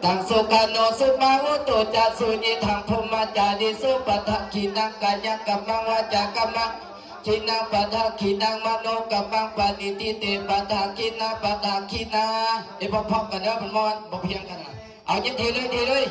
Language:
Pali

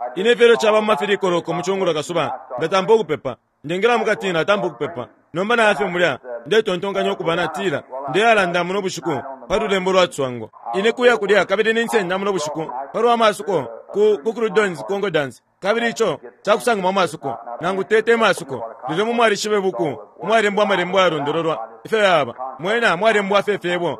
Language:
Bemba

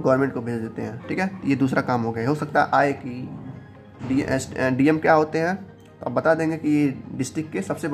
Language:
Hindi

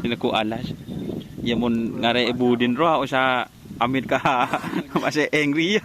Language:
Madurese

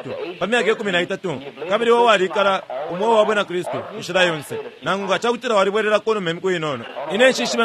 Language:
Bemba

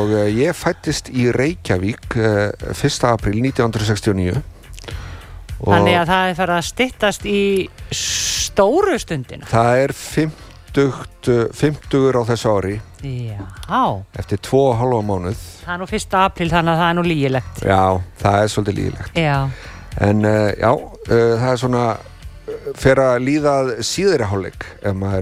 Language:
Icelandic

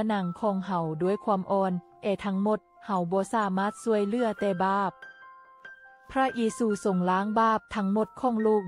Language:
Lao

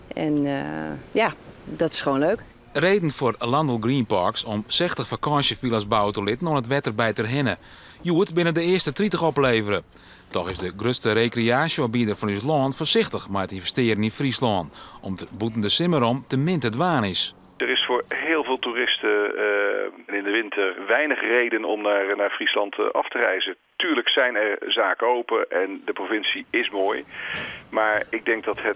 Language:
Western Frisian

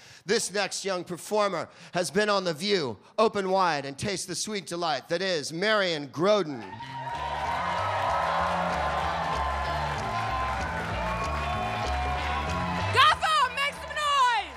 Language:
English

